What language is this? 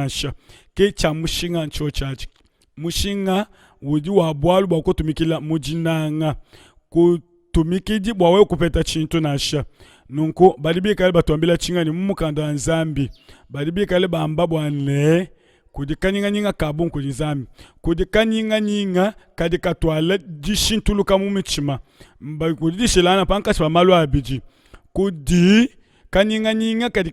Luba-Lulua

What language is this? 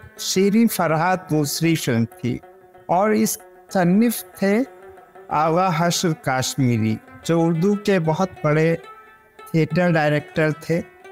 Urdu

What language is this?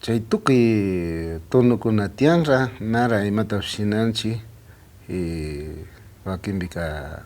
Imbabura Highland Quichua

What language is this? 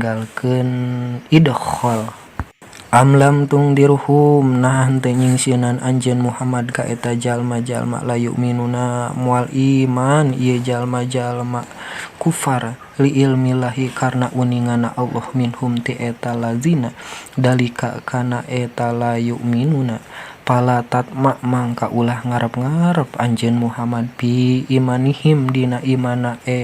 Sundanese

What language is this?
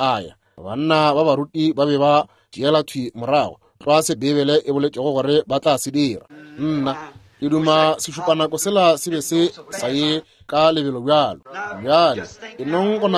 Northern Sotho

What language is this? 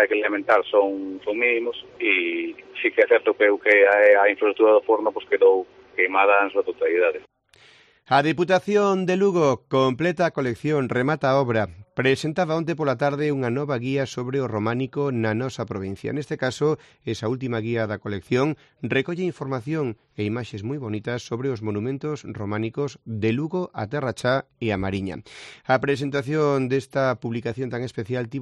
Galician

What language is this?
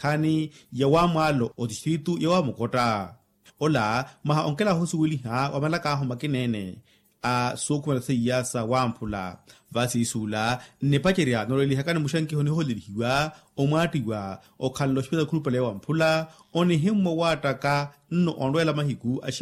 Makhuwa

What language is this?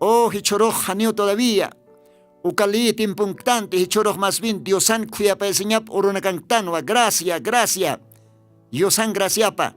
Aymara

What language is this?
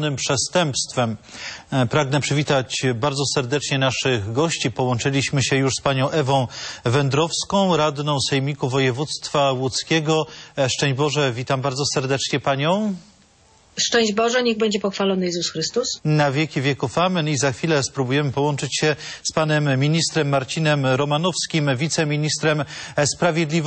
Polish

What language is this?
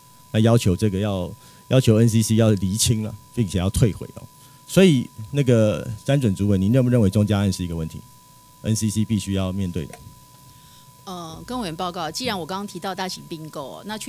Chinese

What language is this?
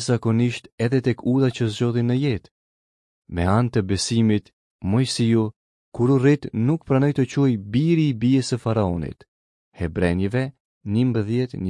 Albanian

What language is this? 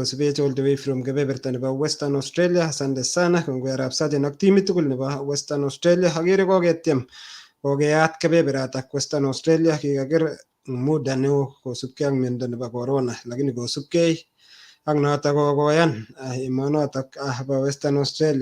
Kalenjin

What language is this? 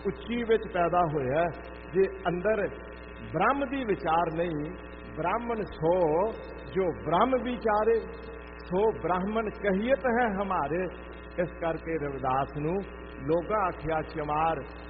Punjabi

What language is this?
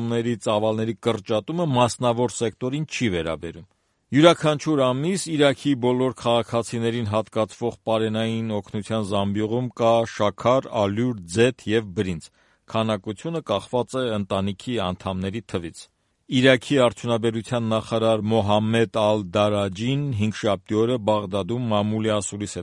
Armenian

